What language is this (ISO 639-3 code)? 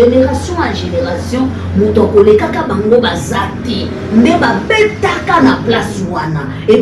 lin